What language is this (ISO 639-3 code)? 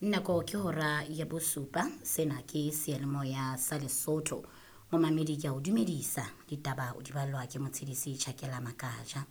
sot